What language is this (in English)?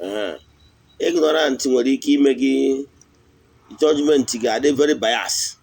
Igbo